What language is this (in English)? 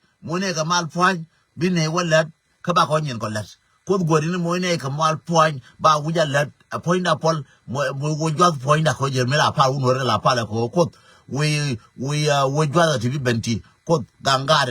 Nuer